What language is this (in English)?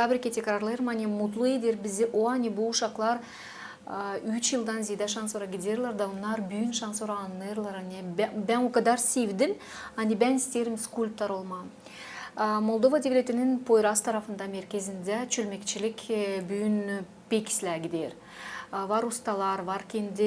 Gagauz